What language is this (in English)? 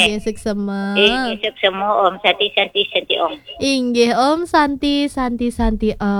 Balinese